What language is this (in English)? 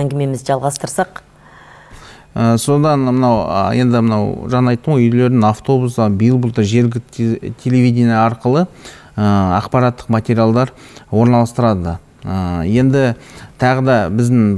Kazakh